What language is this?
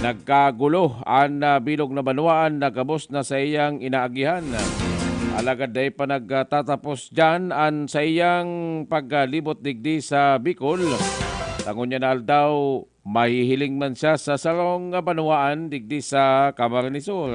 Bikol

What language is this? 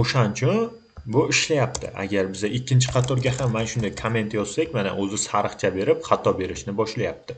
Uzbek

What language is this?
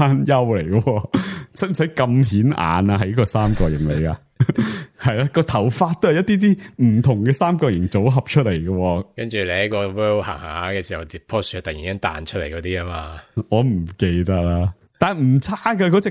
Cantonese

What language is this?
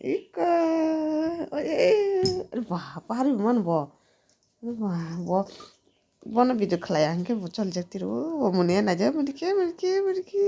Kok Borok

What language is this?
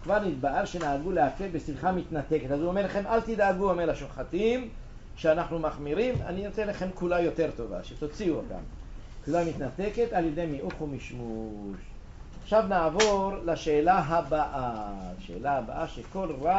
Hebrew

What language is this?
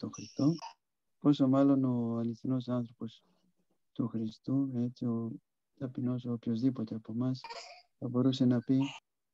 Greek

